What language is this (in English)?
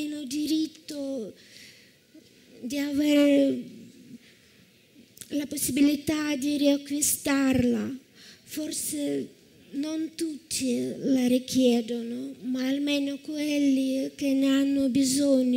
Italian